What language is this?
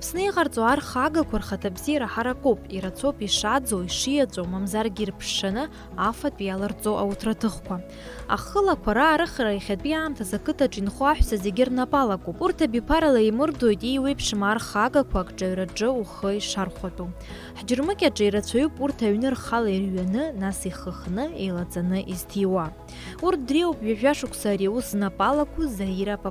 Abkhazian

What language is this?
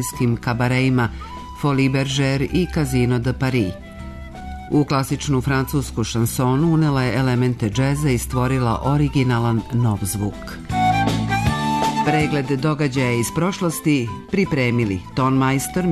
Serbian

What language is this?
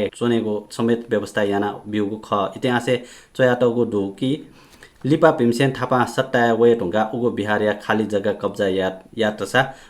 Newari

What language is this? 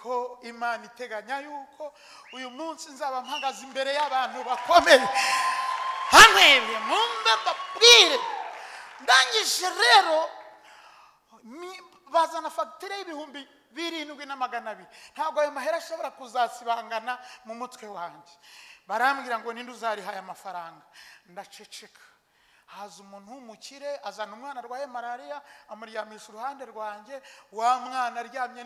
Kinyarwanda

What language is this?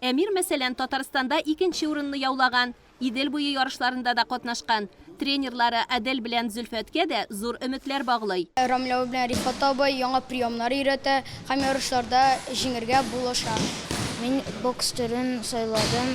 Tatar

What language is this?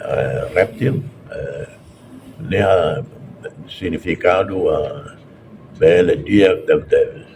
Tetum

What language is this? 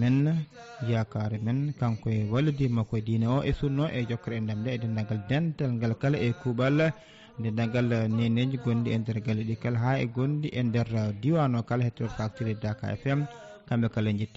Fula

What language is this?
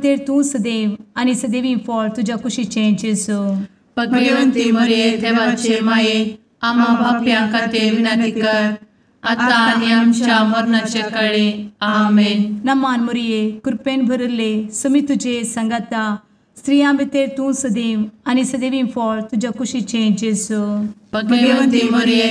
Konkani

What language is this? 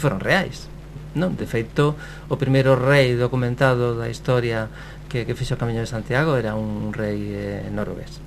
Galician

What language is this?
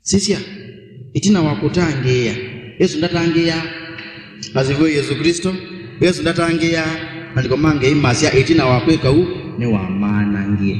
Kamba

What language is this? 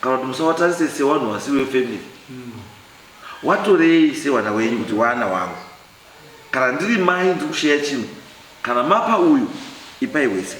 Shona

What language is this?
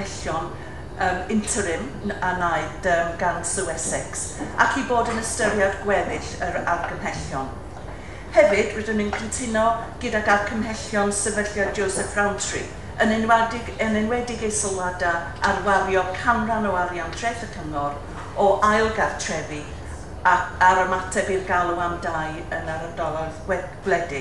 Welsh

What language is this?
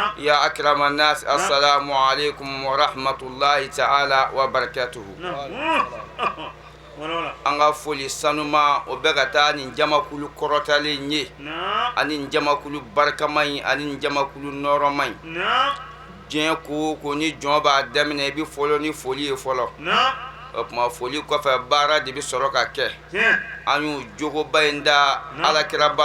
Bambara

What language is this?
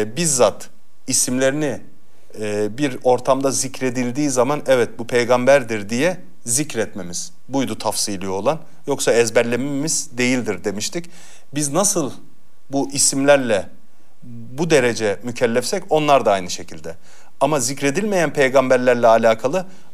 Turkish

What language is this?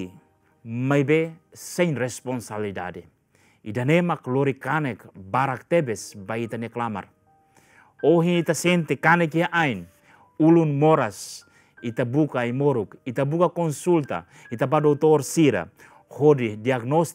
Tetum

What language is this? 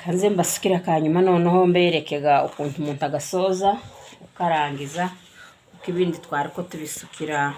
Kinyarwanda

